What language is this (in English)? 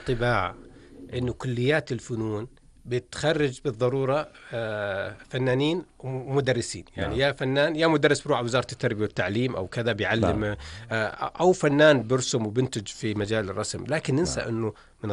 North Levantine Arabic